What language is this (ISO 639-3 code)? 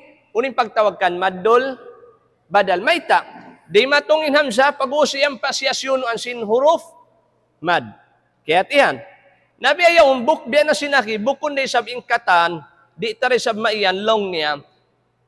tsg